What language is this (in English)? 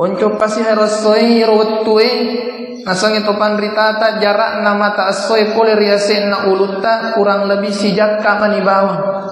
Buginese